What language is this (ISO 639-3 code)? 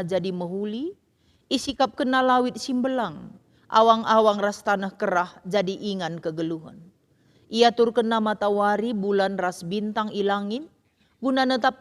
btx